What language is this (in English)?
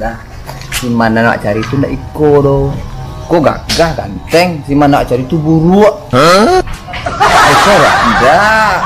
Minangkabau